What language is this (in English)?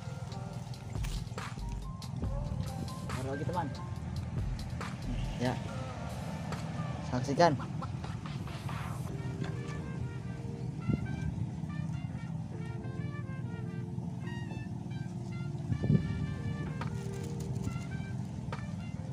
Indonesian